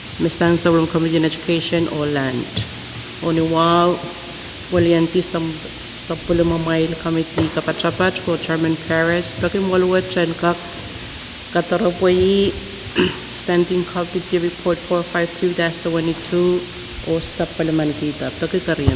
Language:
Pohnpeian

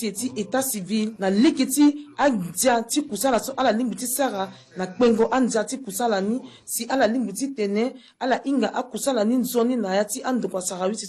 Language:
Sango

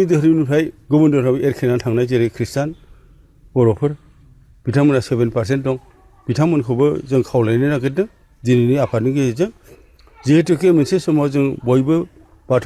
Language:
Bodo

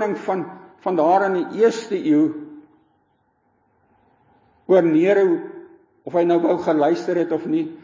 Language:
Afrikaans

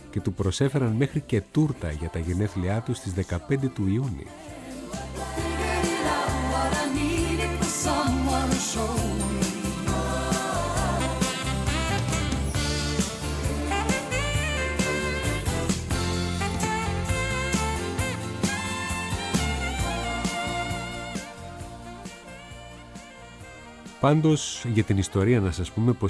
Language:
Greek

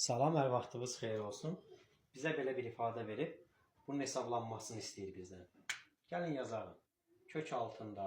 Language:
Azerbaijani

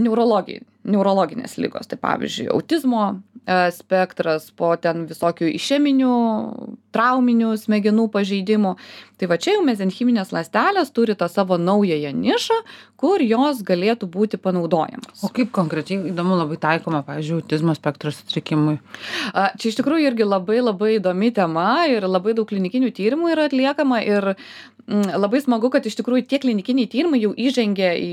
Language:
Lithuanian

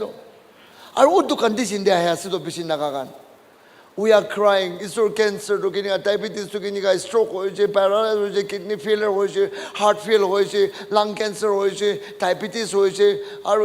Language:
Naga Pidgin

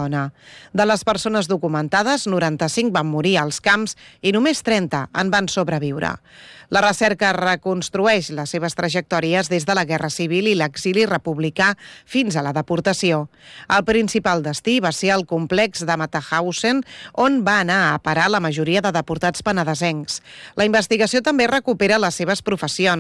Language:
Catalan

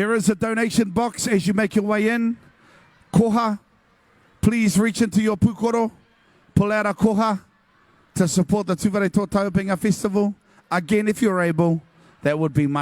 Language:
Māori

